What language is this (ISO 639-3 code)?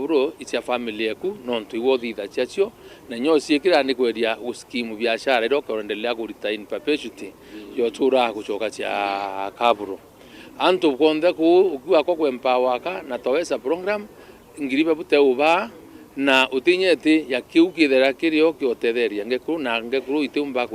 mer